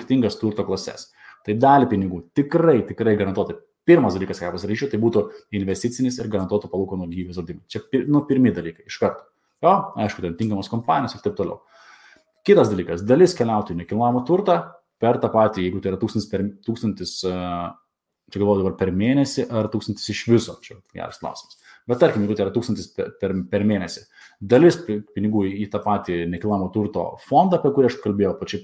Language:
Lithuanian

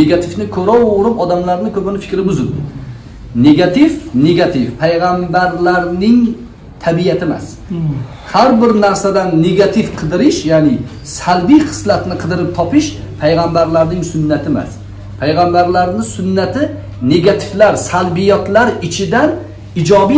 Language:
Uzbek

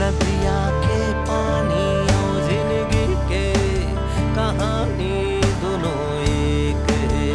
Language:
Chhattisgarhi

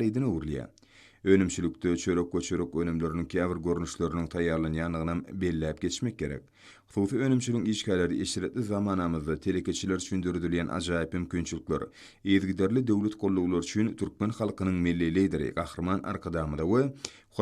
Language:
Turkmen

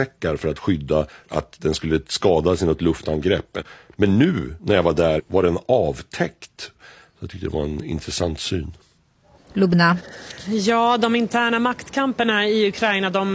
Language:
Swedish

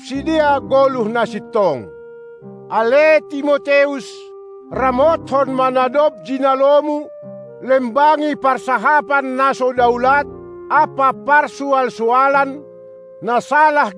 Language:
Batak Simalungun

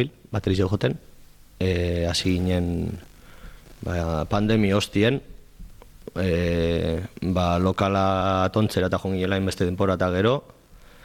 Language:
Basque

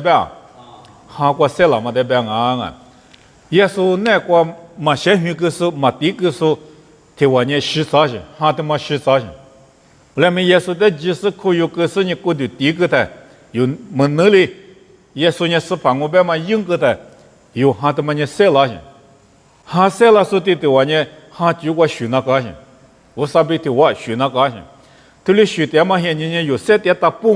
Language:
Lisu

